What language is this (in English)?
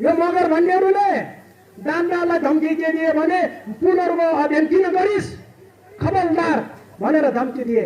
Nepali